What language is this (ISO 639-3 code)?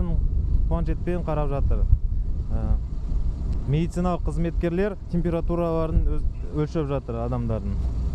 kaz